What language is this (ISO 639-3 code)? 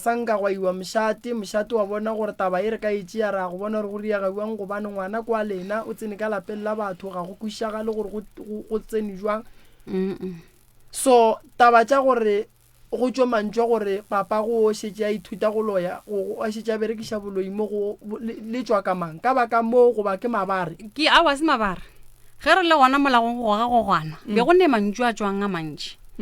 nso